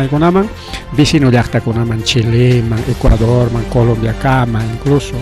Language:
Ayacucho Quechua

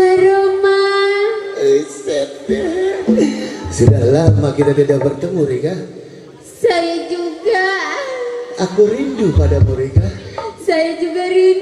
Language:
Betawi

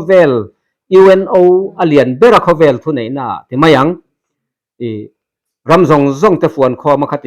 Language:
Mizo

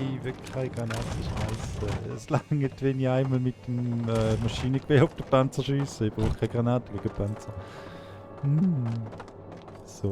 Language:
Swiss German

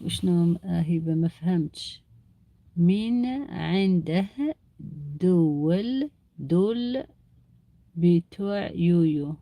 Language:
Algerian Arabic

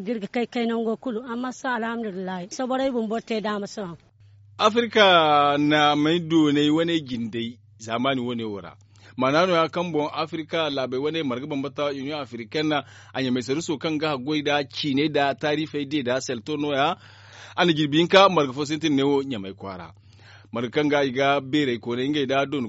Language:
Zarma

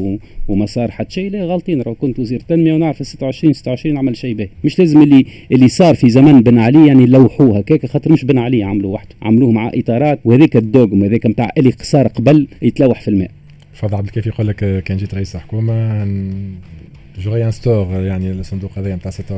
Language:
Tunisian Arabic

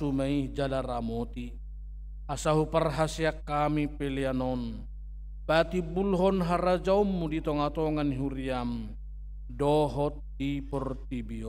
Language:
Batak Toba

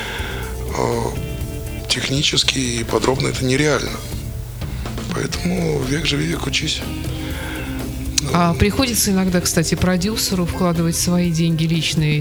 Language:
Russian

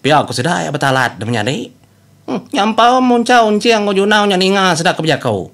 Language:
Iban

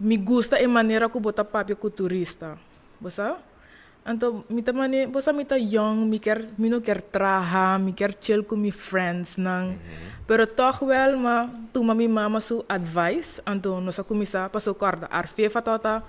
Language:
Papiamento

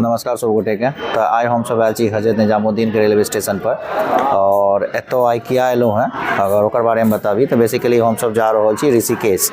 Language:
Maithili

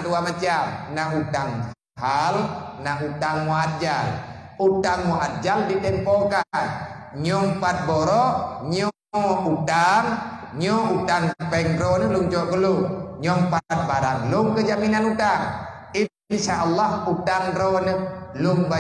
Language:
Achinese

